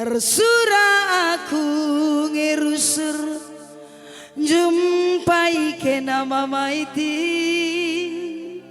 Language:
Batak Karo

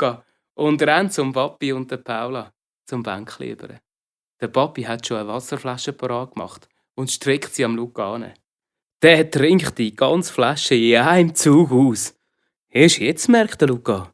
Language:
Swiss German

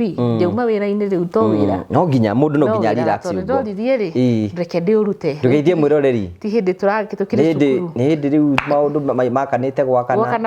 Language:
Kikuyu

